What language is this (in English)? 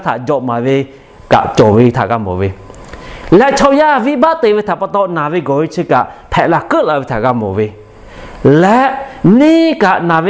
Lahu